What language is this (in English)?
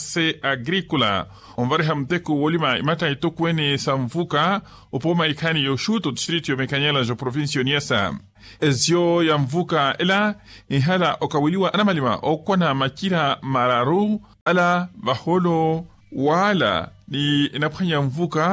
Makhuwa